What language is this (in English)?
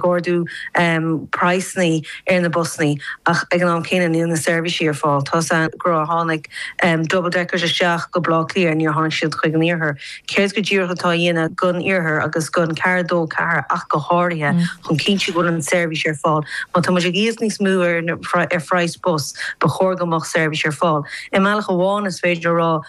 Irish